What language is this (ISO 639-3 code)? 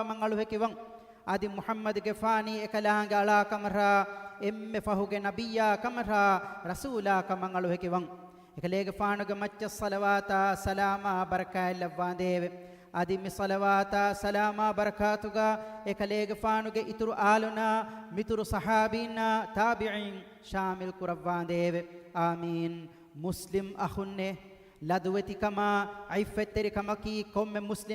div